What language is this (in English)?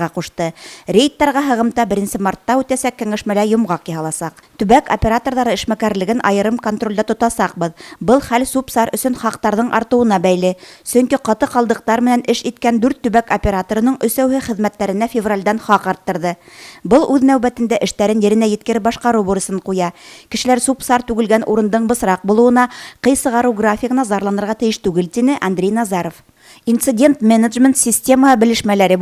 Bashkir